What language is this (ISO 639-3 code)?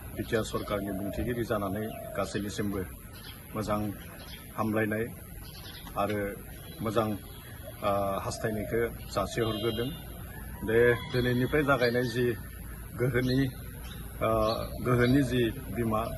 brx